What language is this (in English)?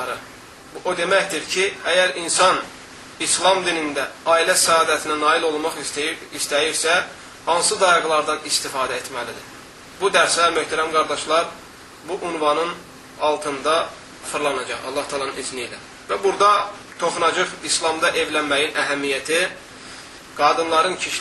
Azerbaijani